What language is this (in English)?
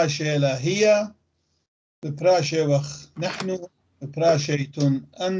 North Levantine Arabic